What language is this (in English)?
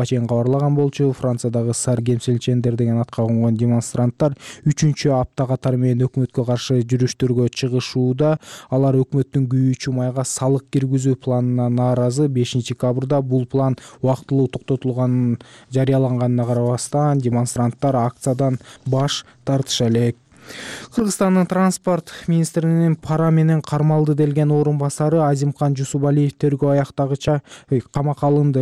Kyrgyz